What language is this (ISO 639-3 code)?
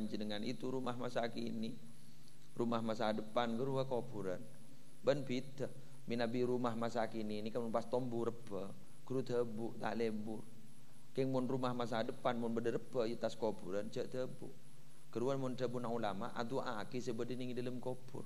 mad